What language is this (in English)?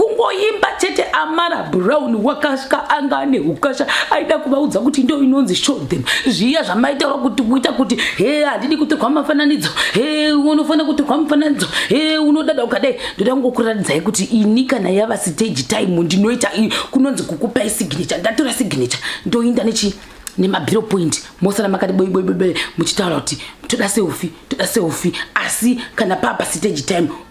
Shona